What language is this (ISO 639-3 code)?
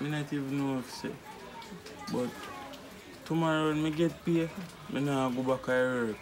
jam